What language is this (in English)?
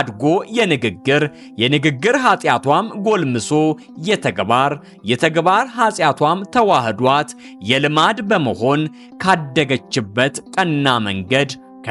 Amharic